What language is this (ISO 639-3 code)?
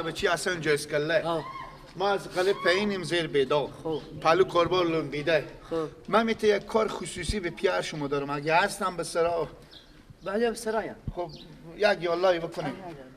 fas